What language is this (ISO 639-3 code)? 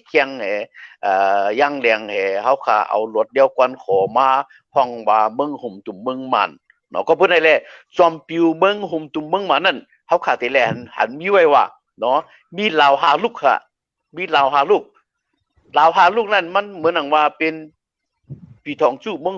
shn